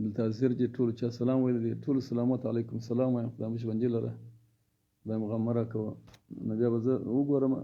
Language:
Pashto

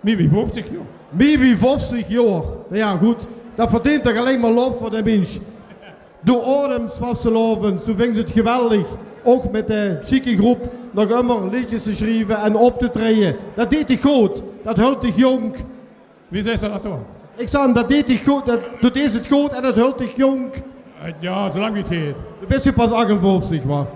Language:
Limburgish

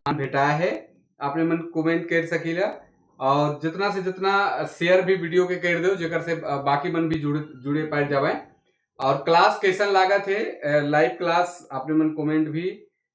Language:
Sadri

